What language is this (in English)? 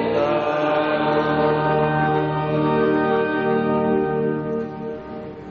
Basque